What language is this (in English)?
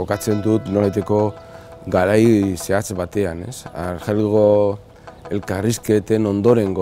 Basque